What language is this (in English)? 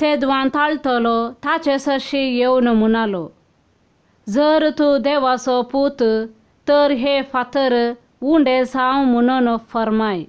Konkani